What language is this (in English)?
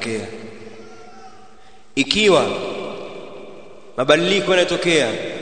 Swahili